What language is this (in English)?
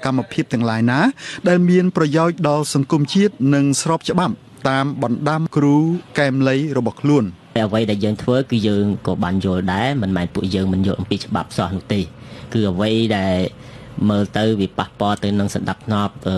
Khmer